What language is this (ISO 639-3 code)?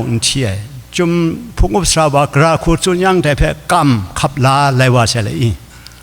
kac